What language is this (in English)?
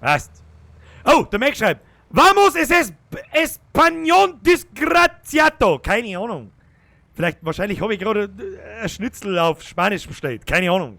Bavarian